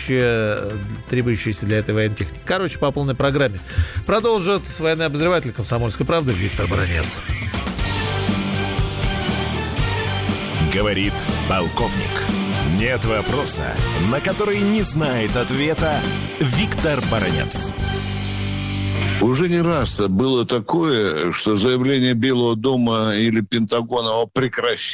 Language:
Russian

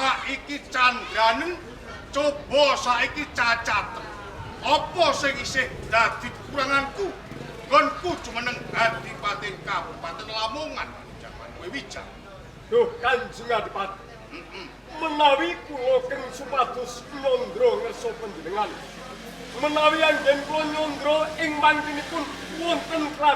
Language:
Javanese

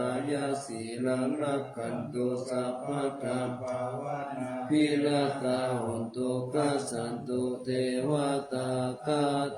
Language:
Pali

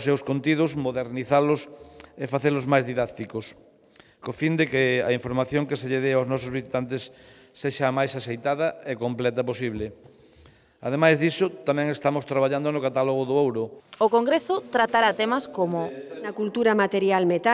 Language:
Galician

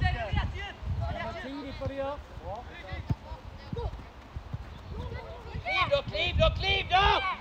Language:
Swedish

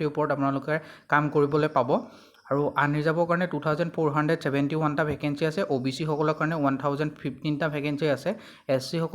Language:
Assamese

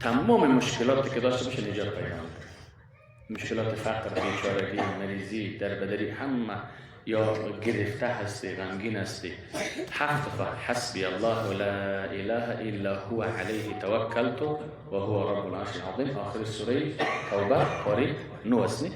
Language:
Persian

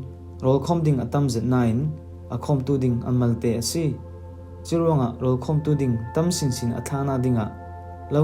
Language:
Falam Chin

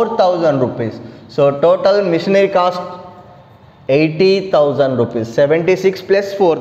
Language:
Telugu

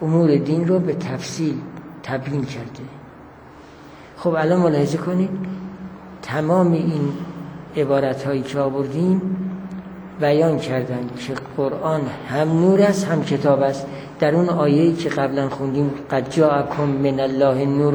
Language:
Persian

